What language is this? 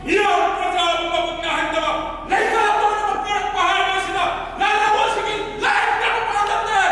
Manipuri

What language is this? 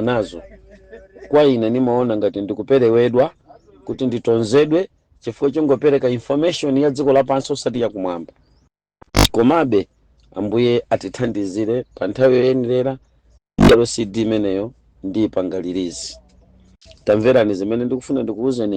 Nyanja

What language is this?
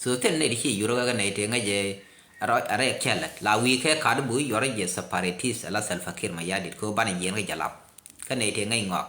Nuer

